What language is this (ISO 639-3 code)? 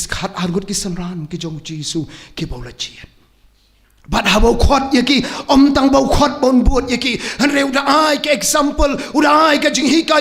kha